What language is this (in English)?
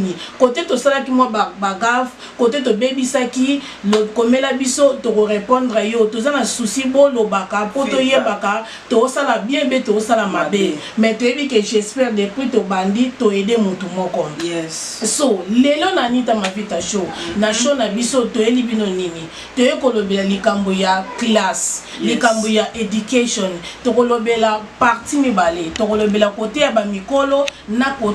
Lingala